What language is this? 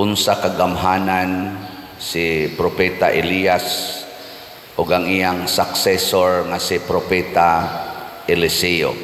Cebuano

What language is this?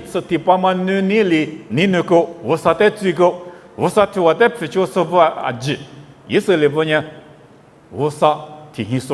Lisu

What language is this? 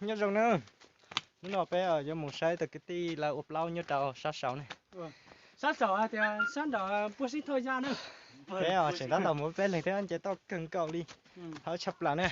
Hmong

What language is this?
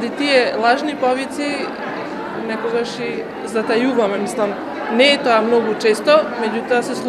Macedonian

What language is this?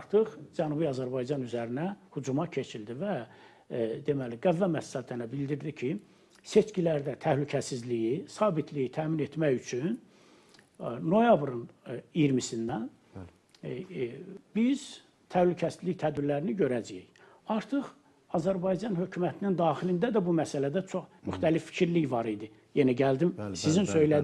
Azerbaijani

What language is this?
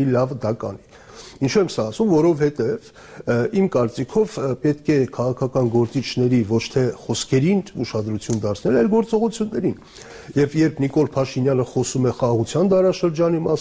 Armenian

